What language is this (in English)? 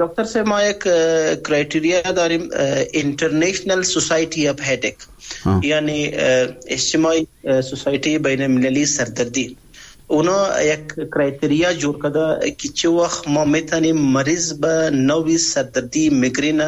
Persian